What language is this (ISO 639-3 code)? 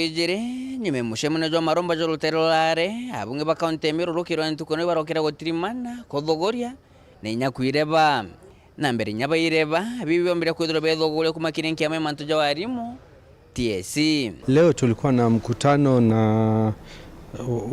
mer